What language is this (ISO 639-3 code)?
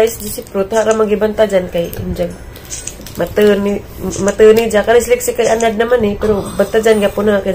ceb